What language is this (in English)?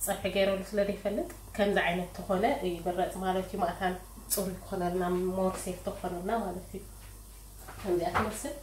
Tigrinya